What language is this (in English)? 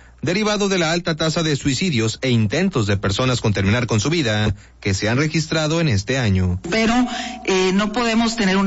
Spanish